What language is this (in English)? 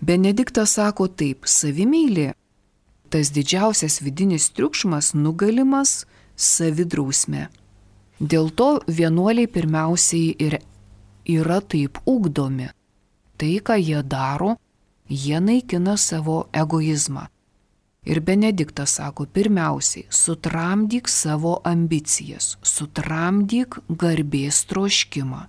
Lithuanian